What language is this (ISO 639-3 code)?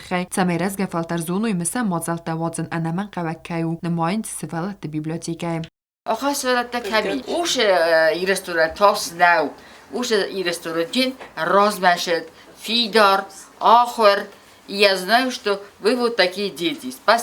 oss